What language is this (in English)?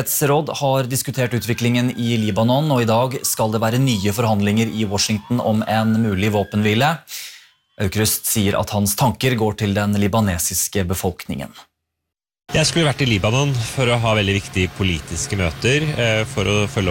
Norwegian